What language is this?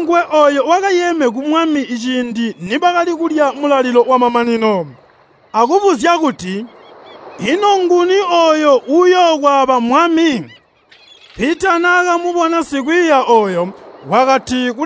Tonga (Zambia)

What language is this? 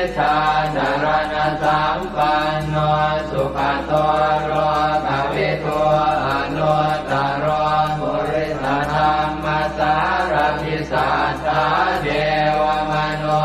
Pali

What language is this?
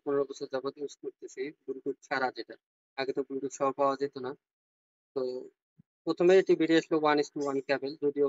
Bangla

